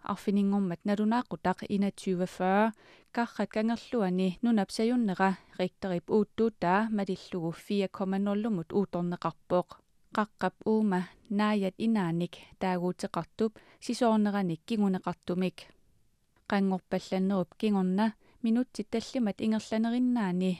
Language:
Kalaallisut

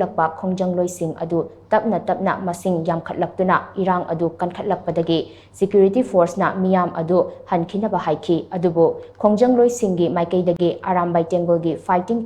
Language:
Manipuri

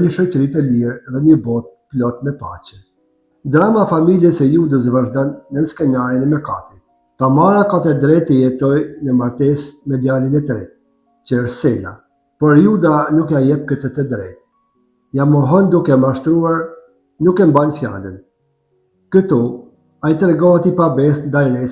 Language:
Albanian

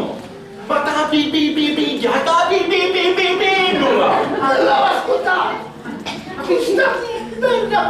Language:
Sicilian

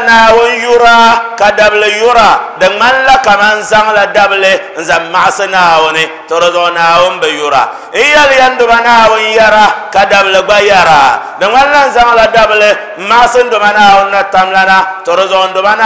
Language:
Dagbani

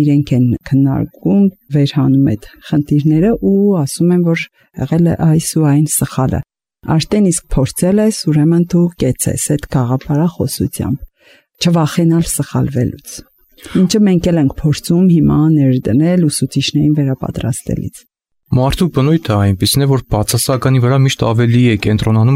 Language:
Armenian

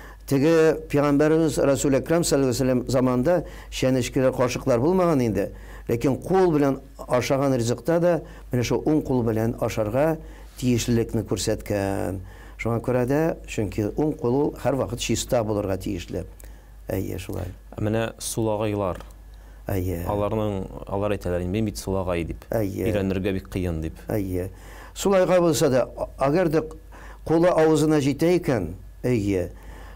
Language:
Tatar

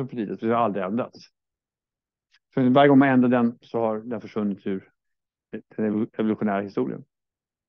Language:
Swedish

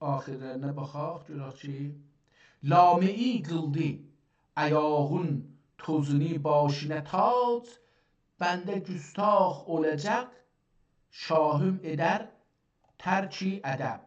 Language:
South Azerbaijani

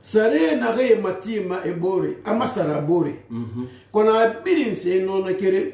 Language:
Susu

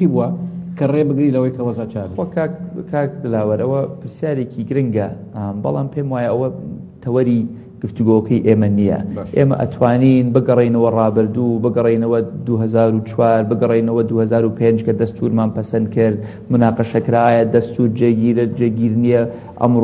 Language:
Central Kurdish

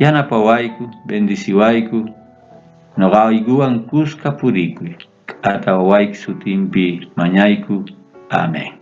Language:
South Bolivian Quechua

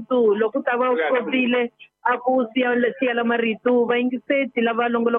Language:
Tsonga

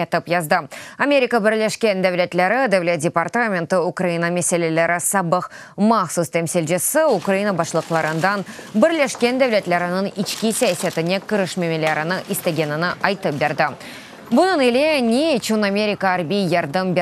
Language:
Crimean Tatar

